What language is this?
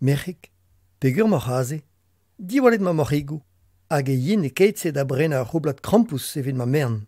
Breton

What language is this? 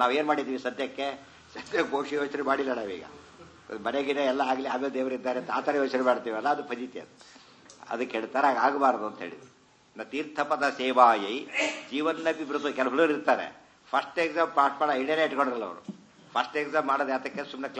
Kannada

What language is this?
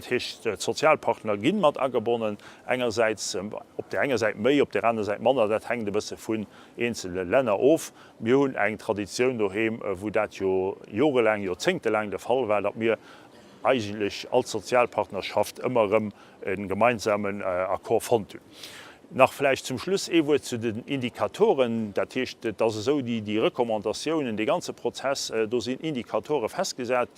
Luxembourgish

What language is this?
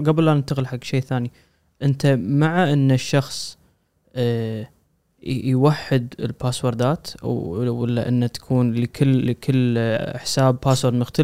Gulf Arabic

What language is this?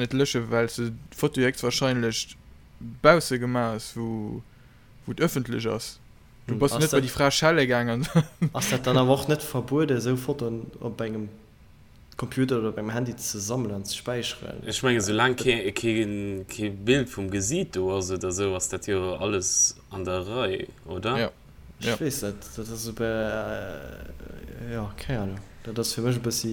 Luxembourgish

